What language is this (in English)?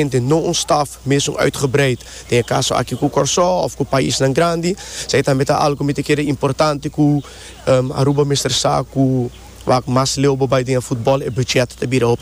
Papiamento